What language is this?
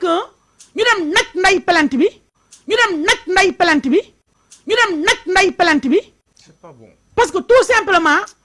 Wolof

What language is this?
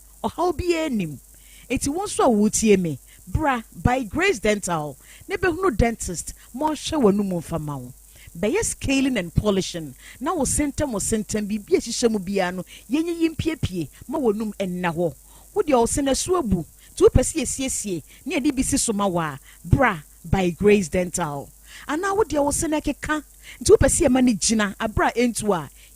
Akan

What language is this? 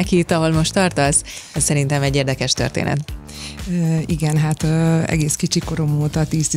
Hungarian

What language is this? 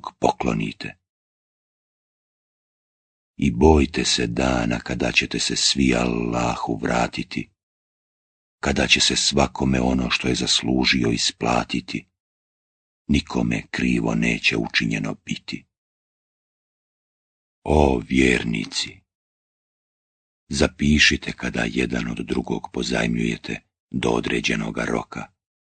Bosnian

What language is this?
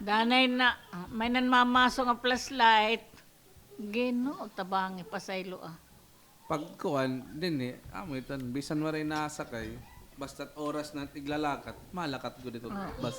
Waray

